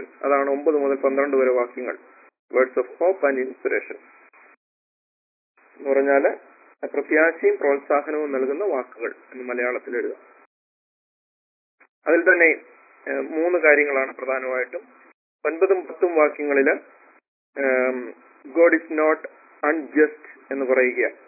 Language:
Malayalam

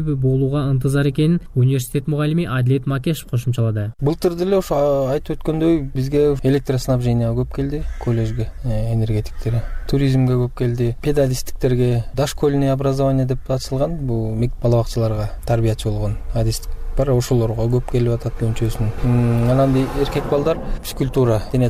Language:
Kyrgyz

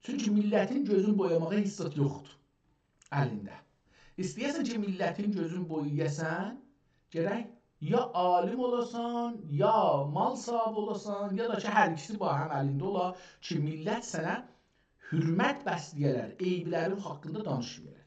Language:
South Azerbaijani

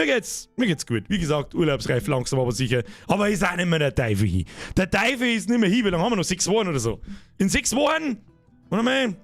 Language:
Bavarian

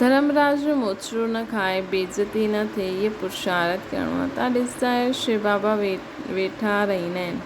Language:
Sindhi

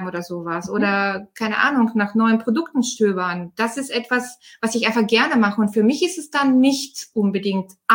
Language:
German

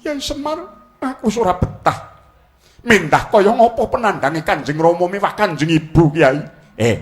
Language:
Javanese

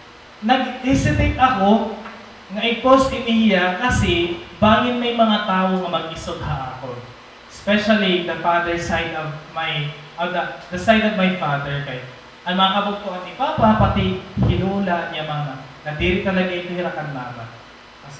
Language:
Waray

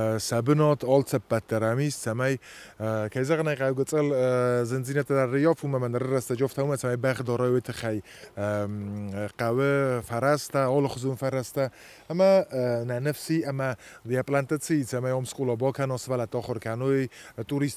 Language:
Ossetic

